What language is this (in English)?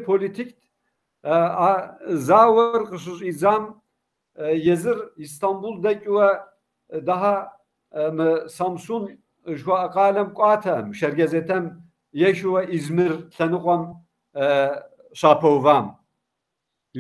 Kabardian